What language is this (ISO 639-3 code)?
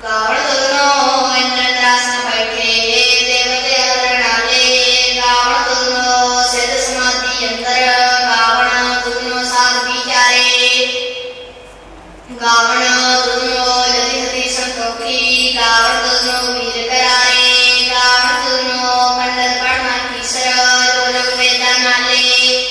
pan